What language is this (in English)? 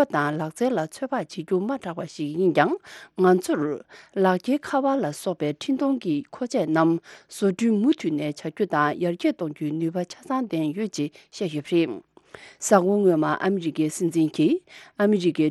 Tibetan